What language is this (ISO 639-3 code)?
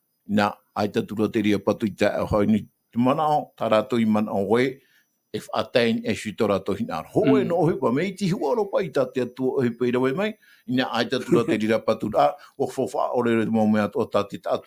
tah